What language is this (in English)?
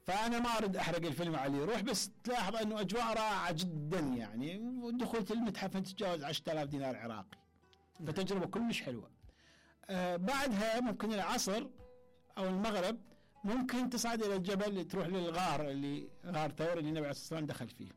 Mesopotamian Arabic